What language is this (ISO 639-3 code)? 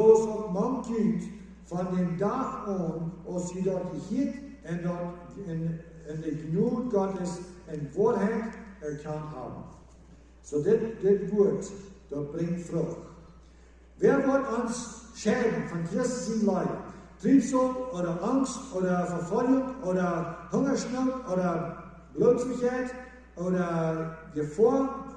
pdt